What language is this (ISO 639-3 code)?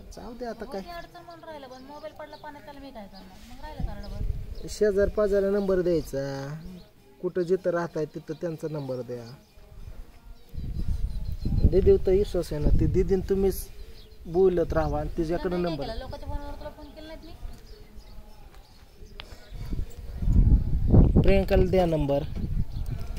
mar